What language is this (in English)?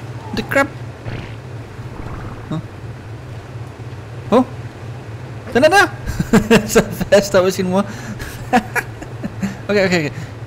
Danish